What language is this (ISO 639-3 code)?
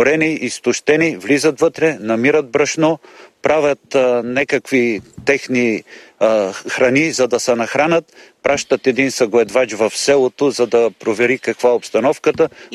bul